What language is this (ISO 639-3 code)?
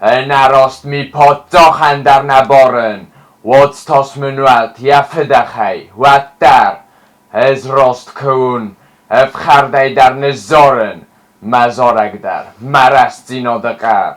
oss